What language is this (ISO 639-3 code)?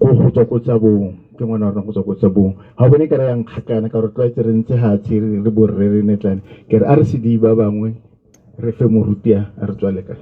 tsn